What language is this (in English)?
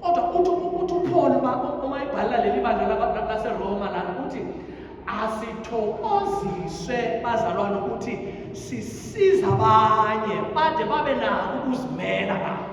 Zulu